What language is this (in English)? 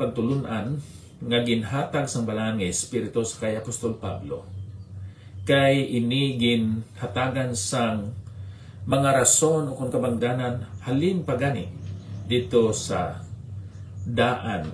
Hiligaynon